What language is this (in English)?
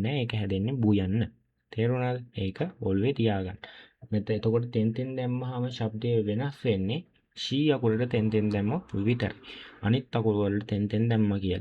Sinhala